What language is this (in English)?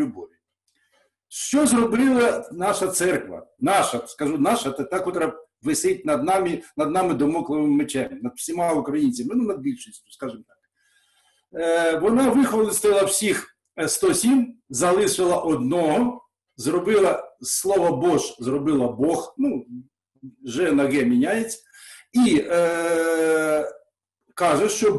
Ukrainian